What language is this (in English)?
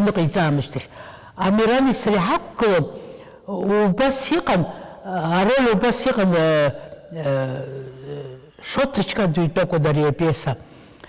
Abkhazian